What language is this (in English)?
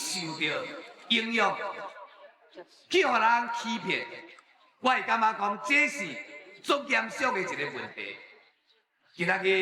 Min Nan Chinese